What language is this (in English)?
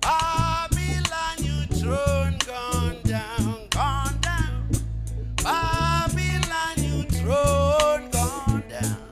Venda